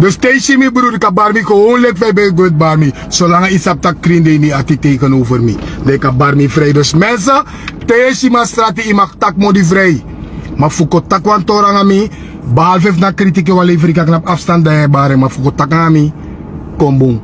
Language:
Sranan Tongo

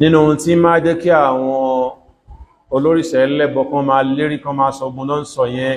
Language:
Yoruba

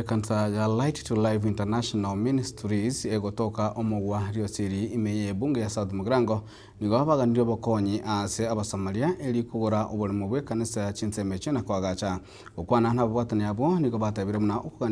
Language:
Gusii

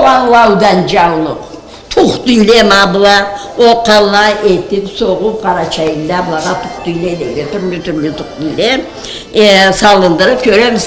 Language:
Karachay-Balkar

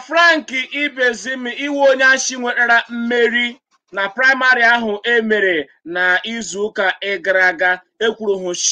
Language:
Igbo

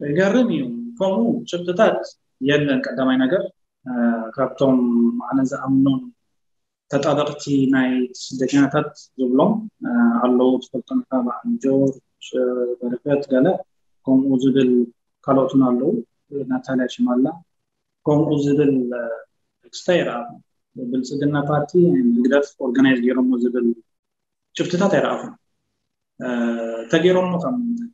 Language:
Tigrinya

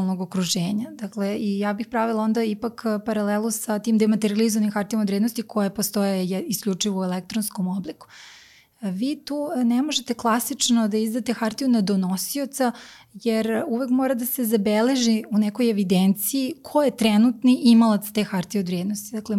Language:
Serbian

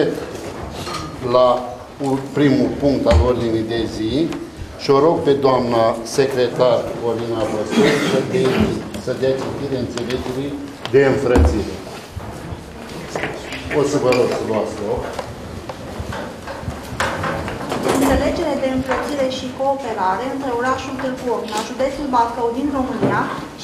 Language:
Romanian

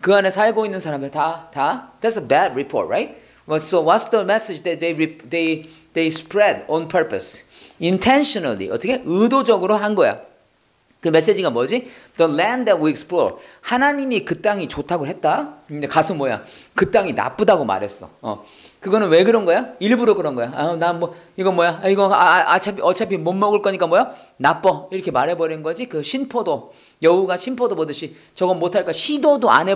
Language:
Korean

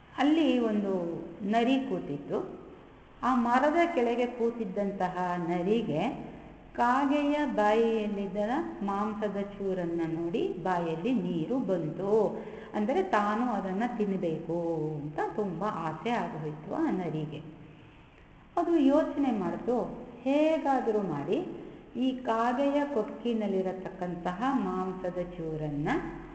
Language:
Kannada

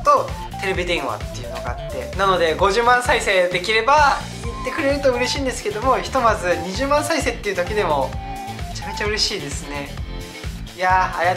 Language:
Japanese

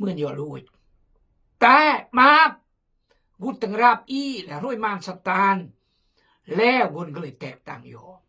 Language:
Khmu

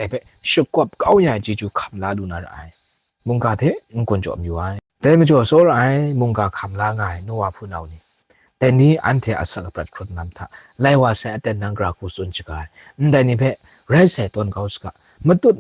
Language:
Kachin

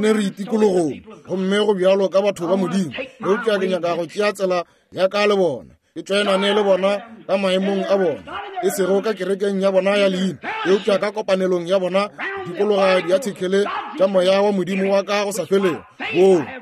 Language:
Northern Sotho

